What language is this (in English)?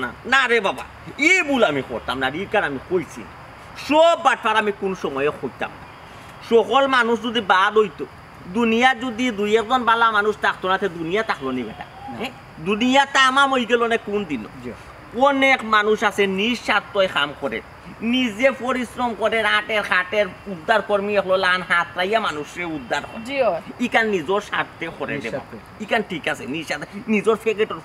Sylheti